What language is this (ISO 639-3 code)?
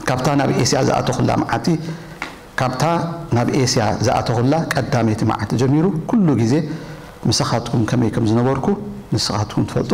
tir